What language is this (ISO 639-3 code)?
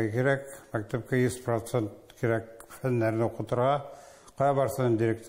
tat